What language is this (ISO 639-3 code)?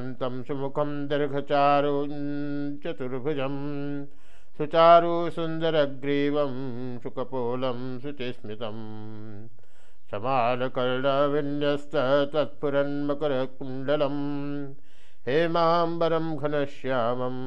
san